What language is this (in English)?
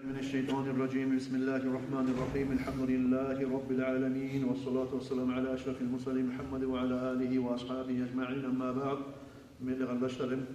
Kumyk